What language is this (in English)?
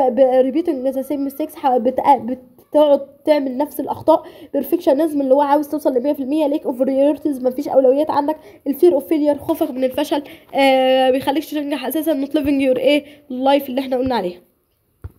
Egyptian Arabic